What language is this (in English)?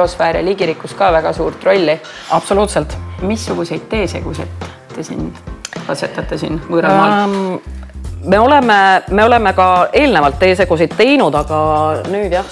Estonian